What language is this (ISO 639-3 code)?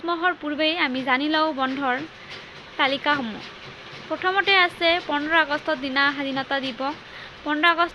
asm